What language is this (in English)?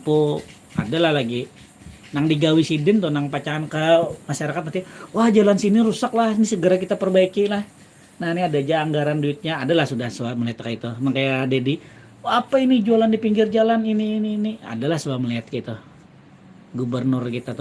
Banjar